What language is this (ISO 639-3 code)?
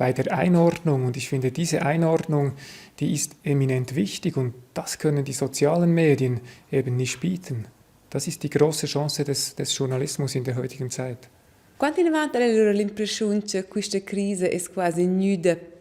roh